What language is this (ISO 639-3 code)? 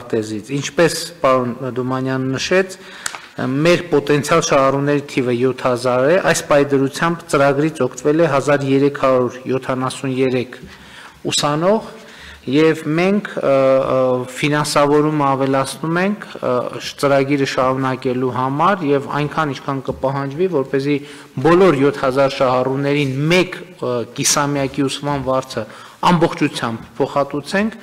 hye